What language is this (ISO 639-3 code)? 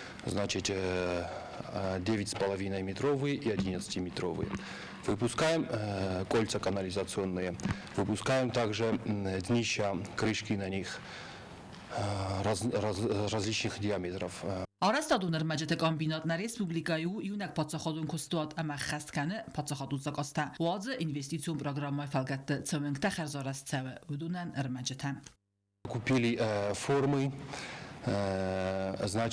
oss